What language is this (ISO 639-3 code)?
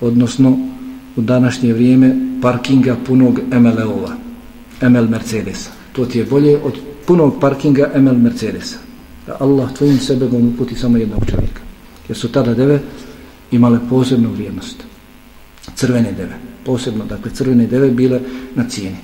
bos